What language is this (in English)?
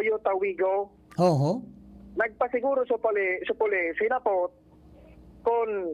Bikol